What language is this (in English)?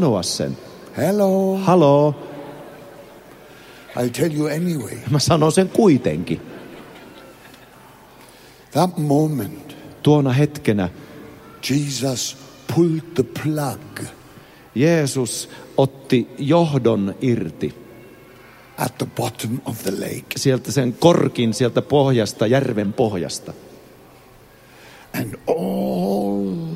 Finnish